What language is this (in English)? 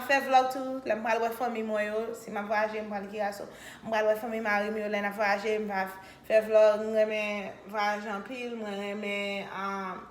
Haitian Creole